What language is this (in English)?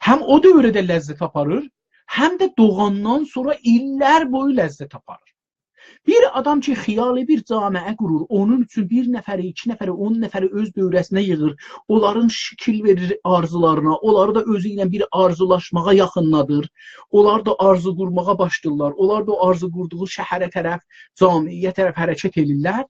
South Azerbaijani